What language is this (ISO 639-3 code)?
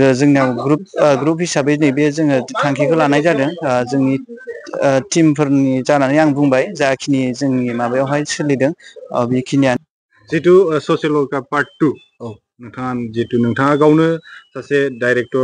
brx